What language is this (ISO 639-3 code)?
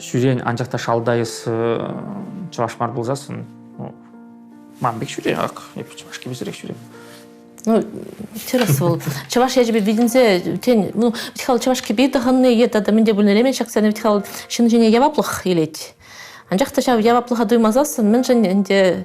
chv